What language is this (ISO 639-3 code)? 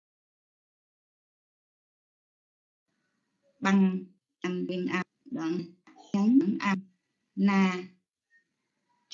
vie